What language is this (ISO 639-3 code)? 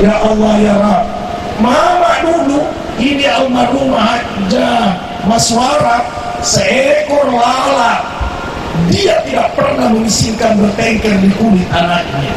bug